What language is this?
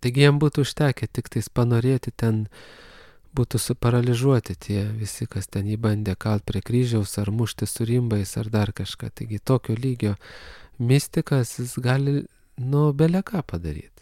Lithuanian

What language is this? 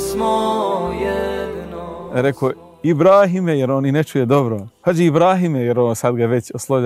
Bosnian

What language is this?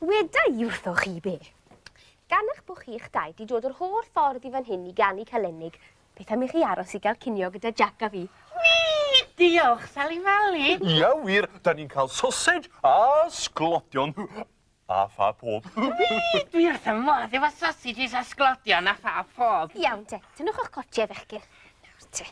Welsh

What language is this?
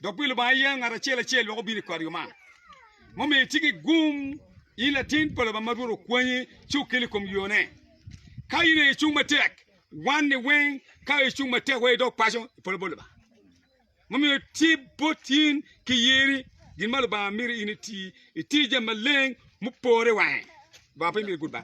Acoli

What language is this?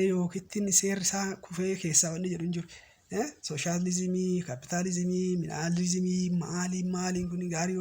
Oromo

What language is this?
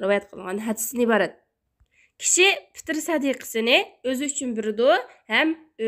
Uyghur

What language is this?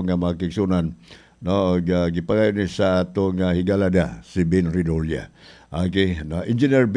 Cebuano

